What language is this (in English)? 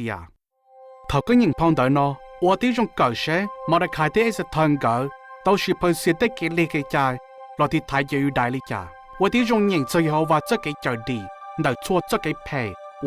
Hmong